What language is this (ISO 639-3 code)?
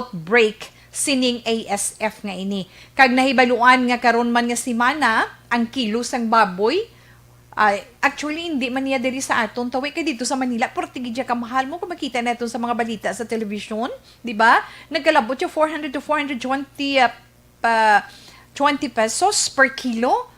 hil